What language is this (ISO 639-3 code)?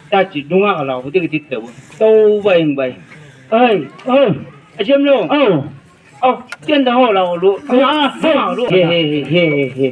nbc